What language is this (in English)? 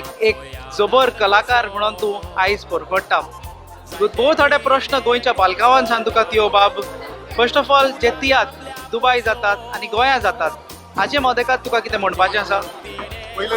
Konkani